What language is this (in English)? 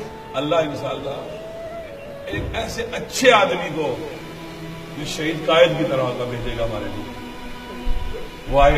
Urdu